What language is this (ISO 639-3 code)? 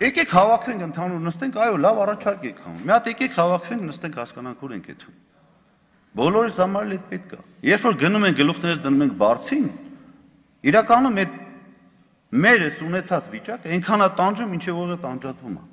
hye